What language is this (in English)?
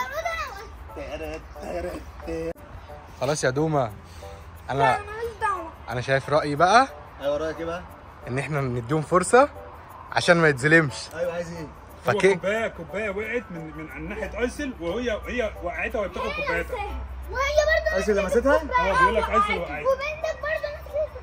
Egyptian Arabic